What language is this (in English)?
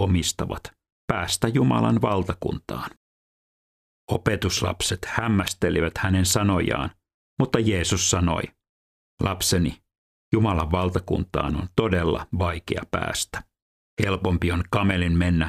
Finnish